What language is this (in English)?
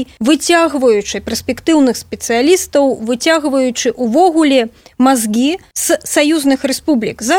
Belarusian